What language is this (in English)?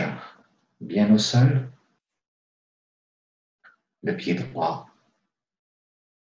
French